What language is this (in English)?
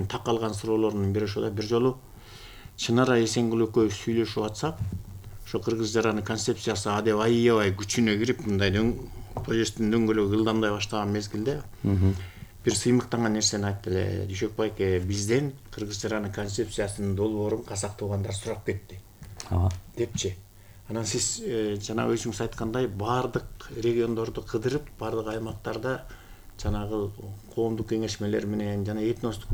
Kyrgyz